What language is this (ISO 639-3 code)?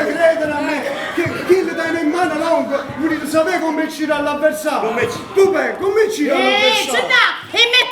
nap